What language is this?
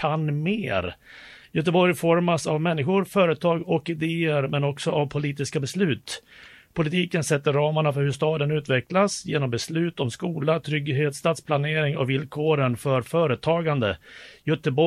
Swedish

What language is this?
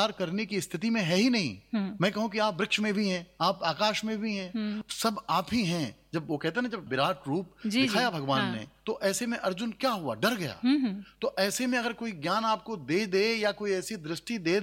Hindi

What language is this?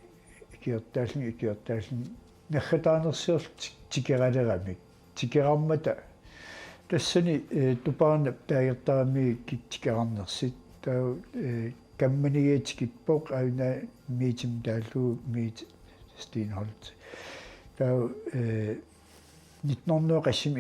Kalaallisut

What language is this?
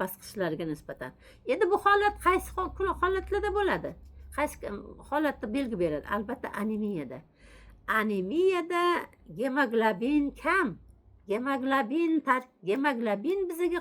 Uzbek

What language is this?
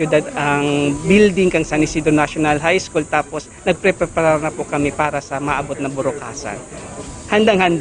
Bikol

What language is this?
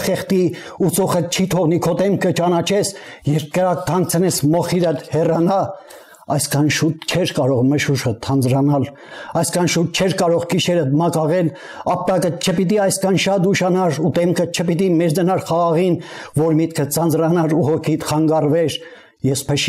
Armenian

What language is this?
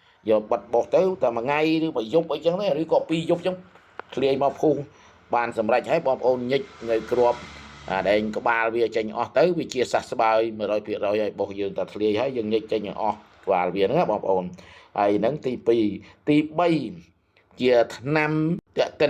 Khmer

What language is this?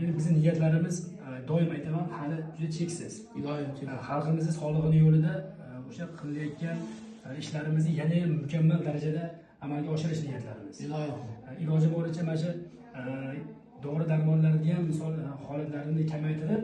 Uzbek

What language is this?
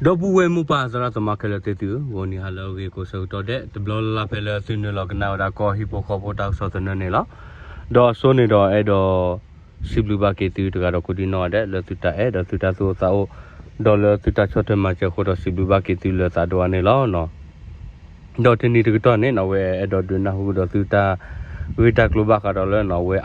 S'gaw Karen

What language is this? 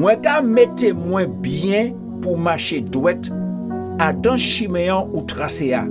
Guadeloupean Creole French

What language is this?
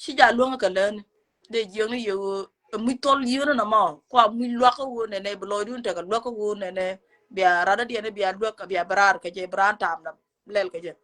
Nuer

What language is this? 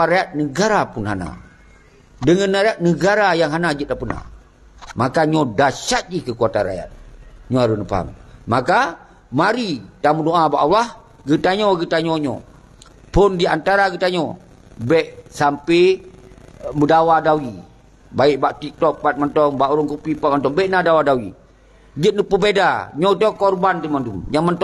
Achinese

